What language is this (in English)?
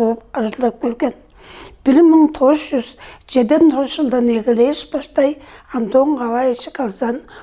Tuvinian